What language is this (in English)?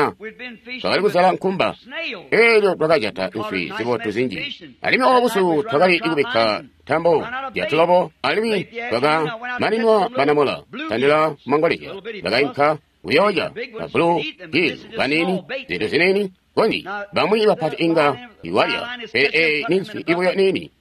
Tonga (Zambia)